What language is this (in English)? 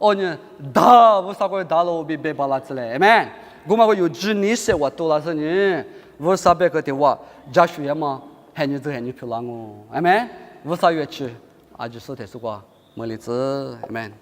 Lisu